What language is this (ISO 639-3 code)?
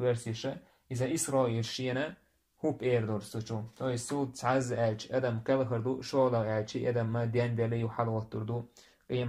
che